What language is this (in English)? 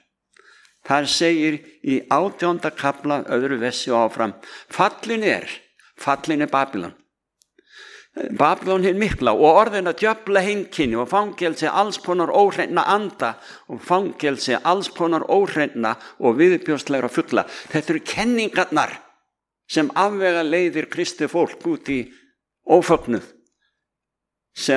Icelandic